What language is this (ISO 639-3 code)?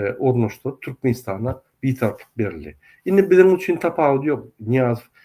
tuk